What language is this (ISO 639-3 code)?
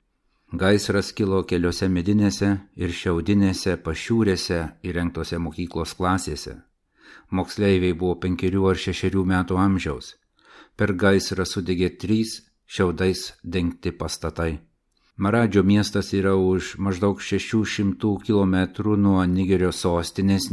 lit